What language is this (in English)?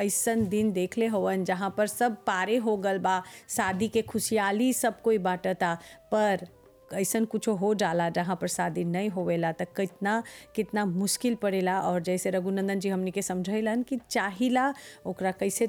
Bhojpuri